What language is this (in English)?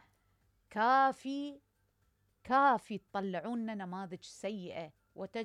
Mesopotamian Arabic